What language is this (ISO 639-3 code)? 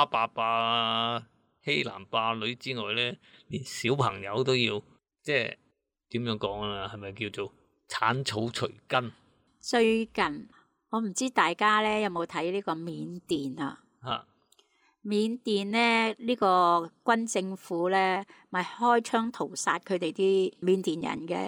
yue